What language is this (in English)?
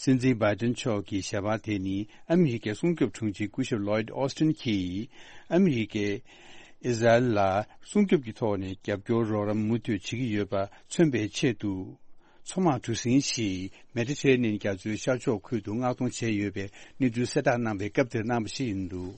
Tibetan